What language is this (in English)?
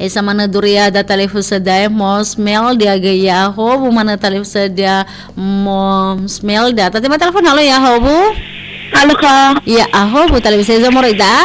Nias